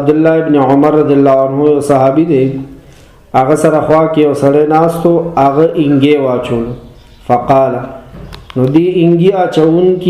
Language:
Pashto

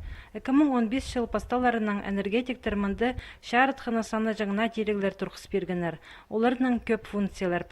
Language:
Khakas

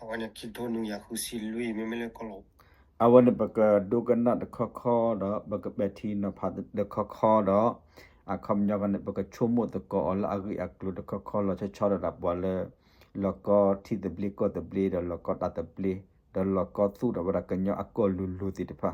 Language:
S'gaw Karen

